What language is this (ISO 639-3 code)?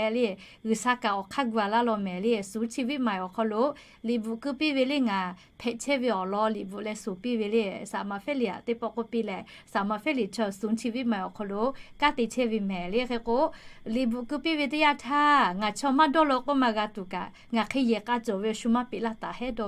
lhu